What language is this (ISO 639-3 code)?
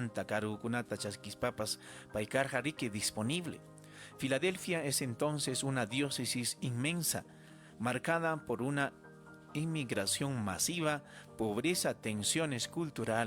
quy